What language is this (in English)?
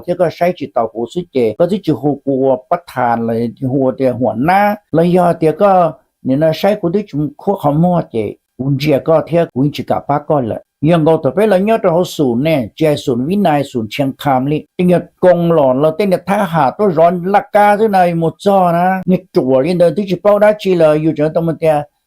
Hmong